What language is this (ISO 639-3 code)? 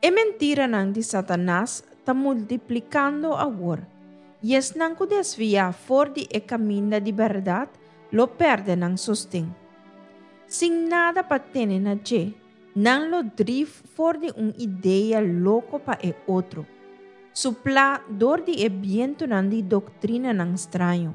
pap